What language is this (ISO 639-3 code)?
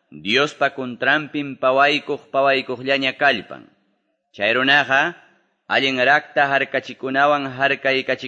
que